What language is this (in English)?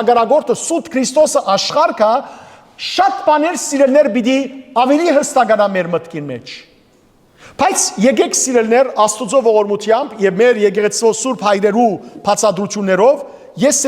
Western Armenian